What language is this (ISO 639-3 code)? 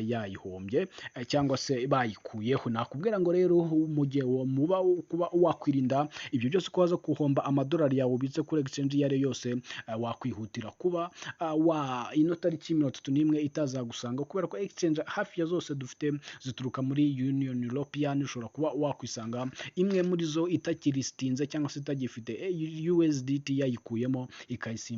kin